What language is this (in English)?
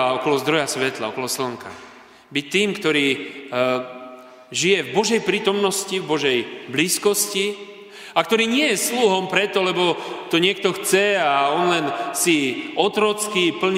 Slovak